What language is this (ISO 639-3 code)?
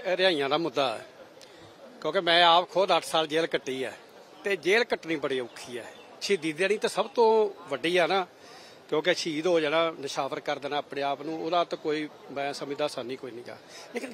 pan